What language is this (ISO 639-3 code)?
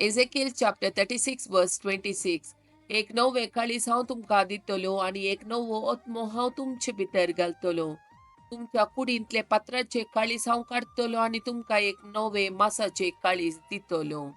kok